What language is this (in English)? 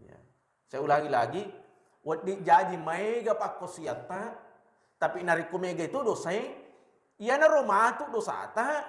Buginese